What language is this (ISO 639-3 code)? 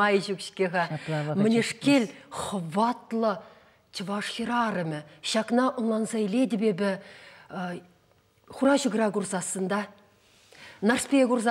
chv